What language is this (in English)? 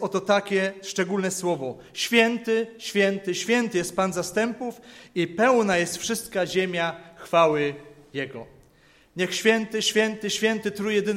Polish